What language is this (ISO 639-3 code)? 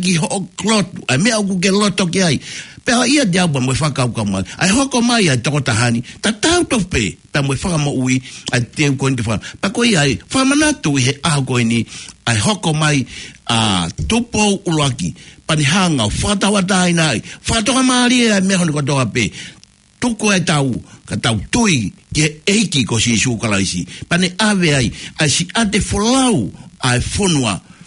ton